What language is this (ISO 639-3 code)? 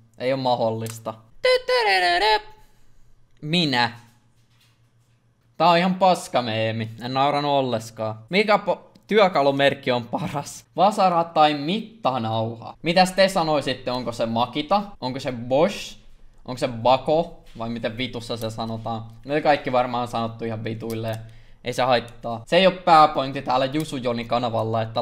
fin